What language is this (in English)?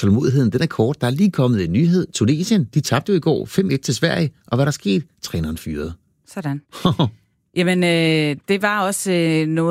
Danish